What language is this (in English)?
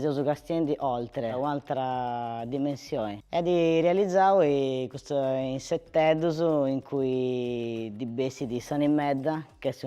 Sardinian